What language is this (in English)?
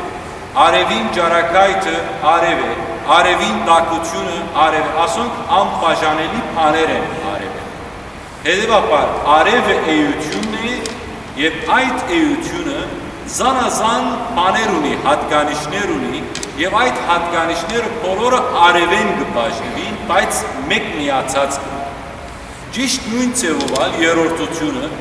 Western Armenian